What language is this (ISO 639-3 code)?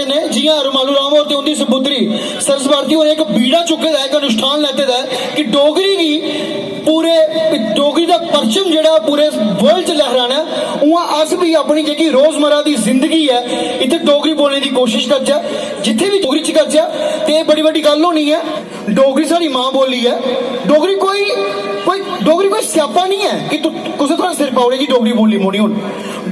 doi